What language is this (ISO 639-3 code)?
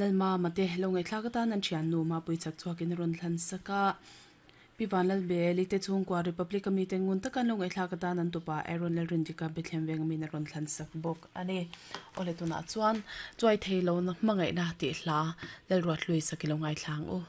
lus